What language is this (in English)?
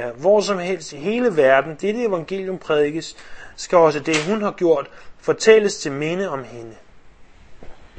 Danish